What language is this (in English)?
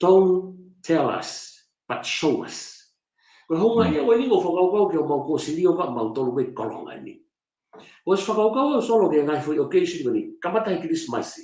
Tongan